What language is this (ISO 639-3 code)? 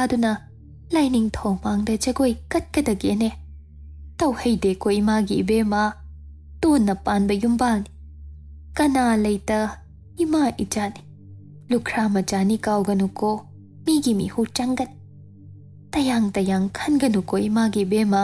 mni